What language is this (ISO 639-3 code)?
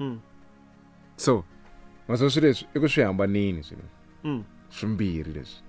tso